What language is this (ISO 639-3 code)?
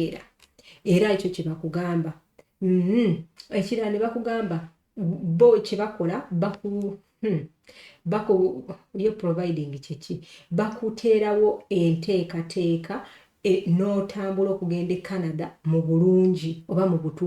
lug